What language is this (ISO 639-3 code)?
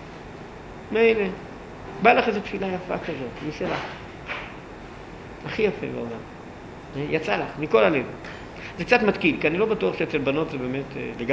heb